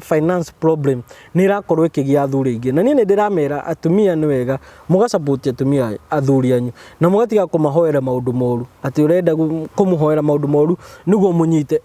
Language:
Kikuyu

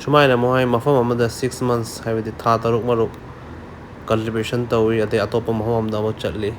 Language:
Manipuri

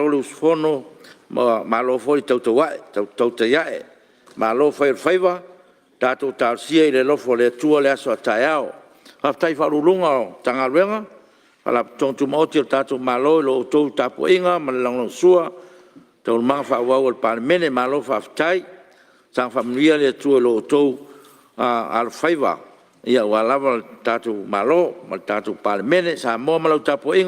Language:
Samoan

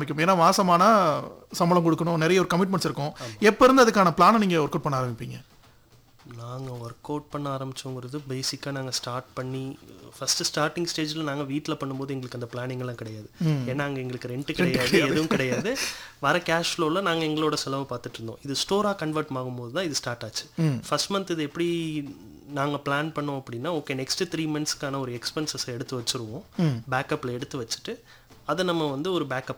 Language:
Tamil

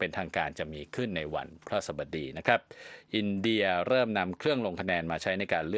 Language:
Thai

